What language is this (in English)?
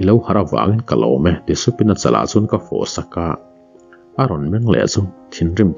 Mizo